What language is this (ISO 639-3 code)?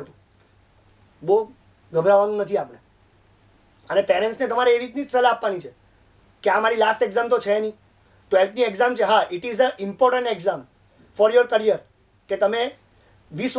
guj